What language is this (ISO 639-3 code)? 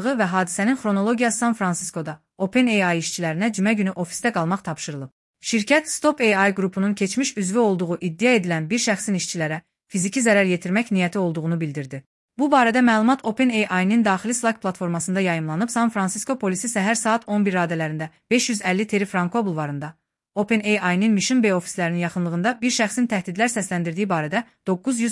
aze